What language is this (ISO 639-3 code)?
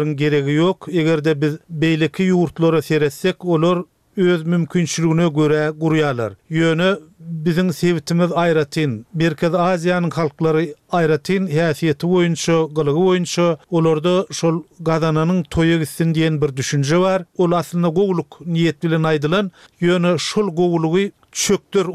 tuk